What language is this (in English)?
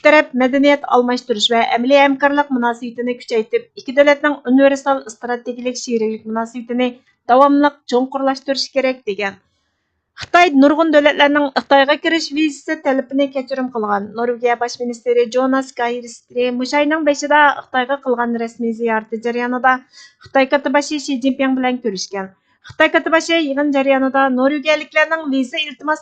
Uyghur